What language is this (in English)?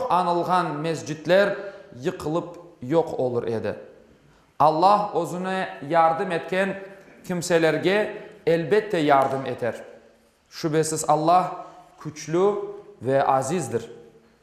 Crimean Tatar